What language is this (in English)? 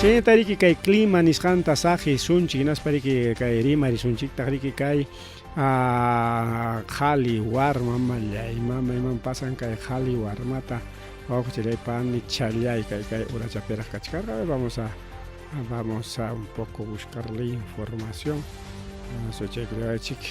Ayacucho Quechua